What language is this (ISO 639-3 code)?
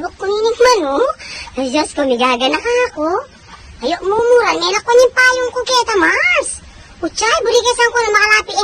pam